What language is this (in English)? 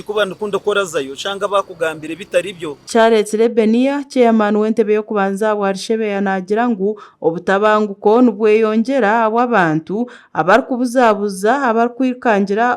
Nyankole